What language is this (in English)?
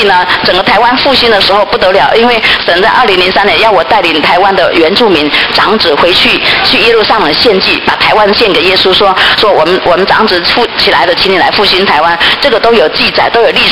Chinese